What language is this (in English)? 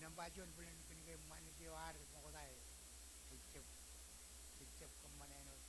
Marshallese